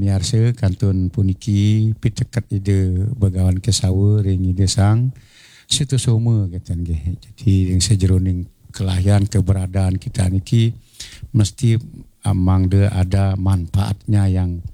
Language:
Balinese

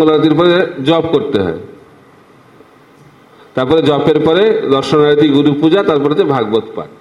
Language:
Bangla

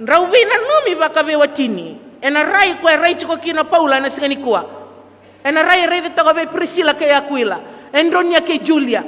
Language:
Fijian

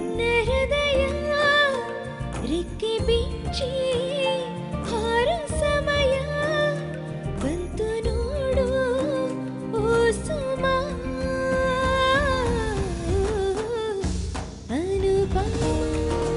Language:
Kannada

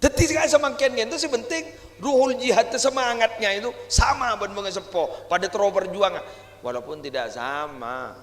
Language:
Madurese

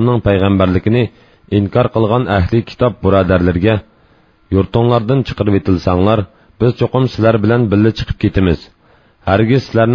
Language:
Uyghur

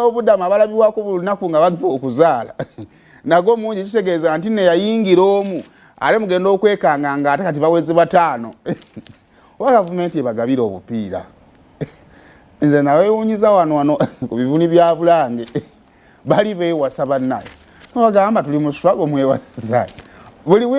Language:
Ganda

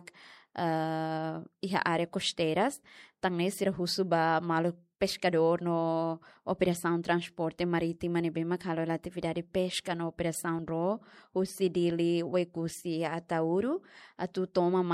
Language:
Tetum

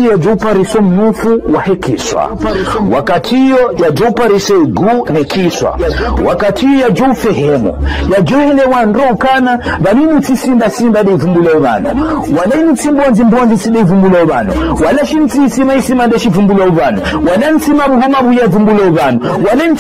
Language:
Ngazidja Comorian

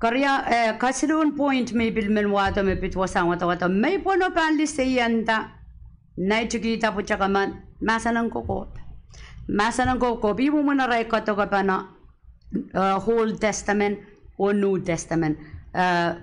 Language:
Pohnpeian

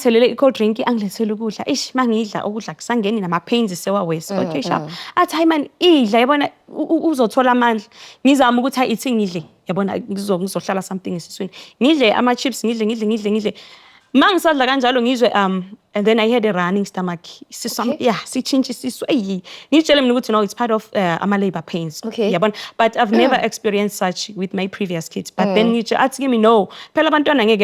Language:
Zulu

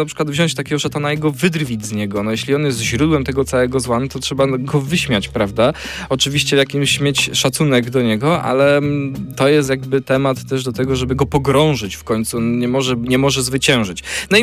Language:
Polish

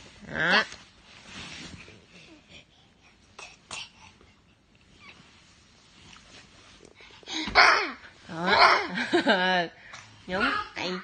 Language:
Vietnamese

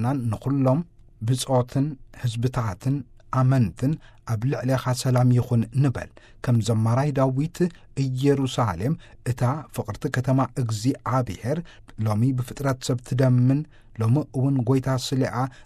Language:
Tigrinya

